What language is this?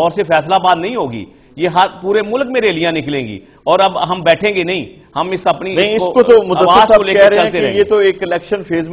Urdu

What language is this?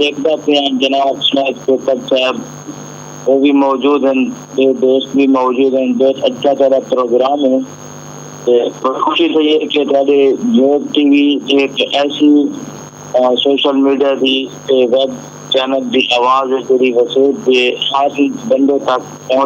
Saraiki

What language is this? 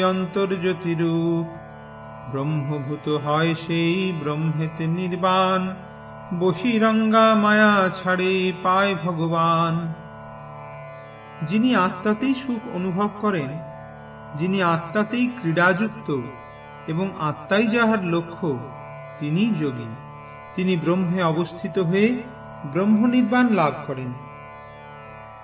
Bangla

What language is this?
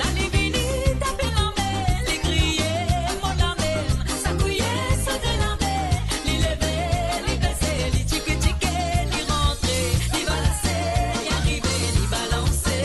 Morisyen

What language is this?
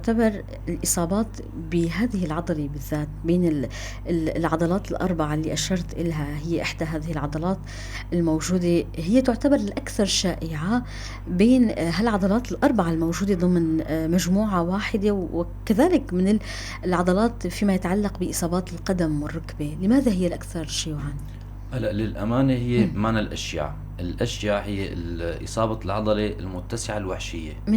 North Levantine Arabic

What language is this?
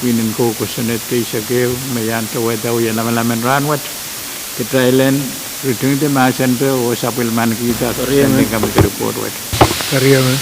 Pohnpeian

